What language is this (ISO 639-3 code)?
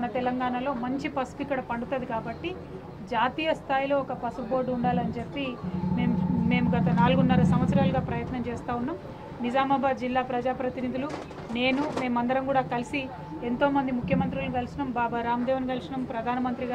tel